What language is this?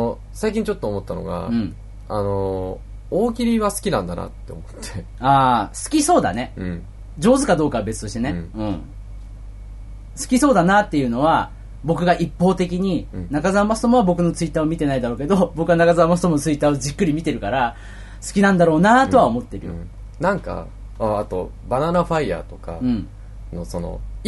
Japanese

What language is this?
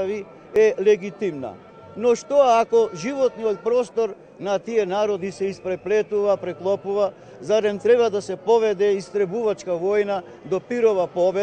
Macedonian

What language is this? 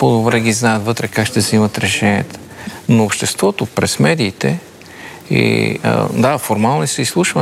Bulgarian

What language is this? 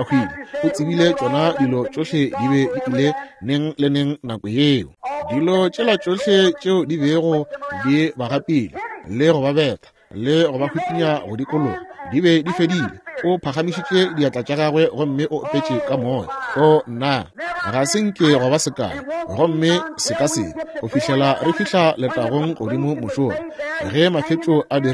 Northern Sotho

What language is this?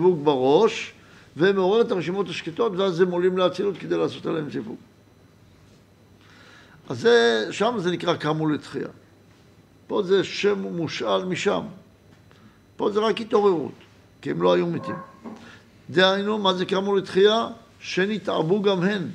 Hebrew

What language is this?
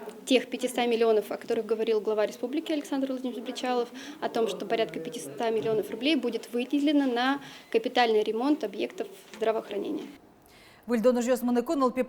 Udmurt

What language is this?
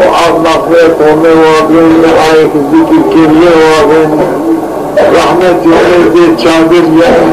Zaza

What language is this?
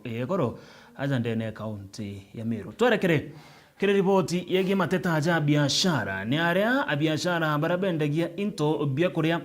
Meru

